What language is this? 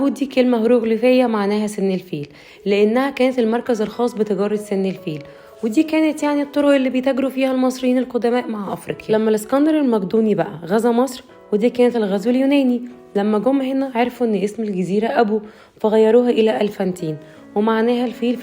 Egyptian Arabic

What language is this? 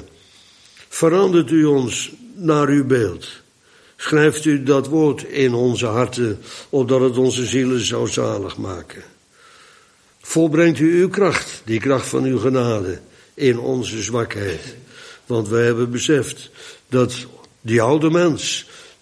Dutch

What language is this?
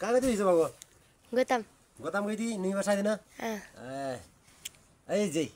Nepali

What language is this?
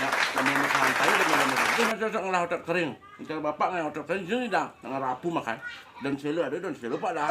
Balinese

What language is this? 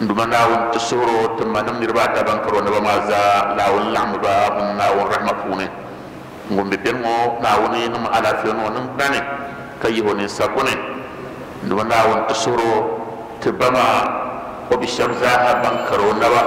Dagbani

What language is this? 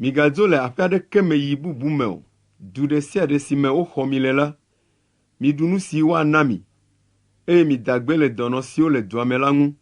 Ewe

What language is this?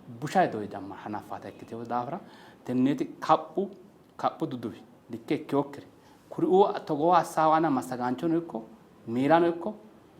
Sidamo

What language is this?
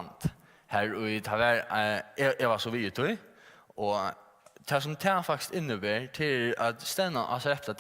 Faroese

